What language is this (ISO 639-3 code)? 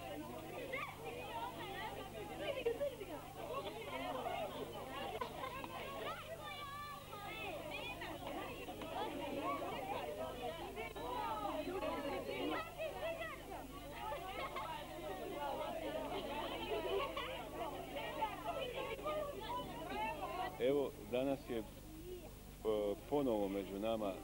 bos